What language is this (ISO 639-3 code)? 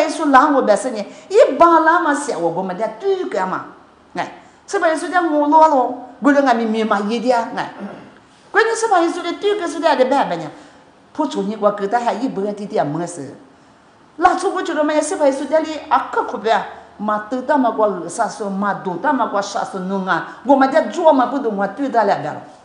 lis